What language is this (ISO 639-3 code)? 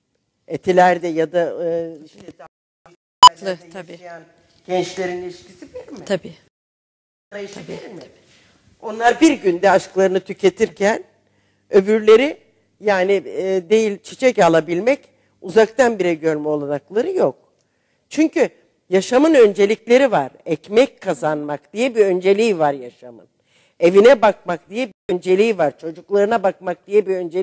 tur